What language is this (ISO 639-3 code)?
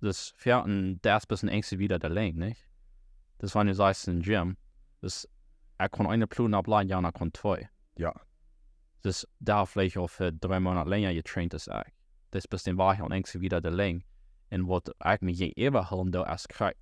pdt